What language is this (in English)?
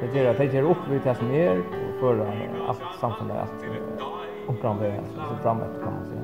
Faroese